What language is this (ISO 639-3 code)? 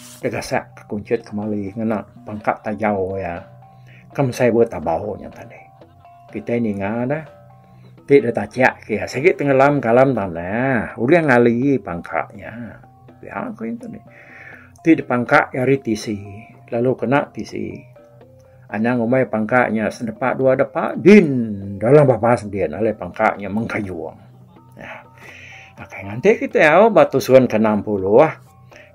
iba